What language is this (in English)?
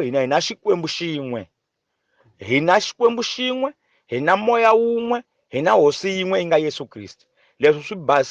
Tsonga